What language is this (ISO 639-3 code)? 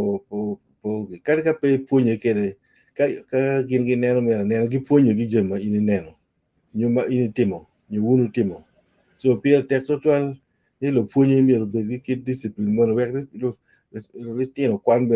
ach